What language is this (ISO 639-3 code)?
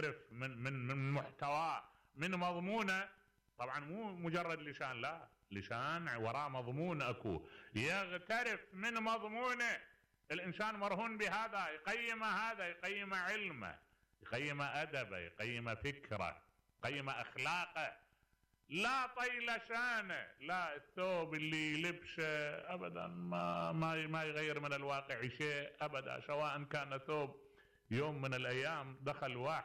acm